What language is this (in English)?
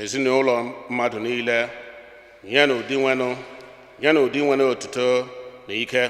Igbo